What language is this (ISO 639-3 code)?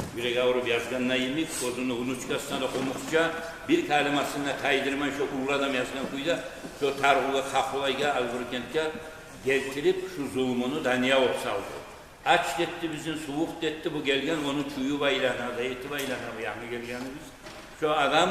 kum